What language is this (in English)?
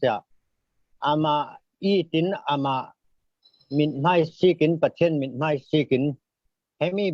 Falam Chin